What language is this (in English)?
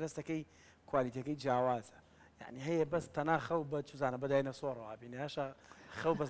Central Kurdish